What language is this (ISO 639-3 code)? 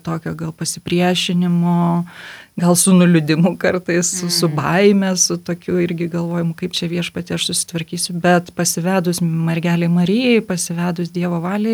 lit